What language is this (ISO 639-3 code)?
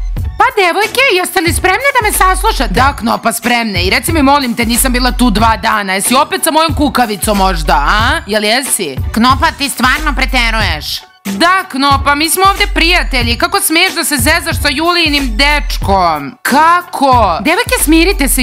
srp